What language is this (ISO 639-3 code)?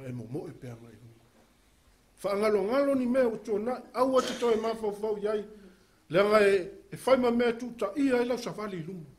smo